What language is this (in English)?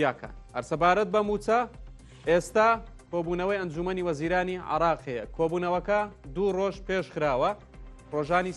Central Kurdish